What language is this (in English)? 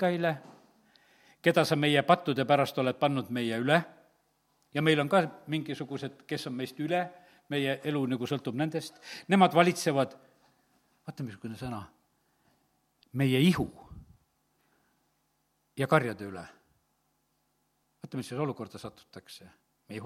Estonian